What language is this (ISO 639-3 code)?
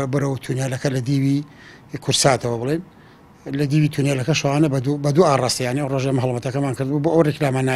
ckb